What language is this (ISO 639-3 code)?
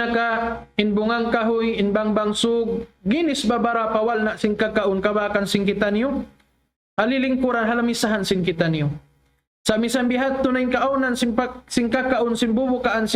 tsg